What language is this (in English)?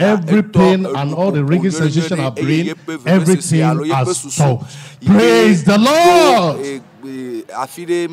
Ewe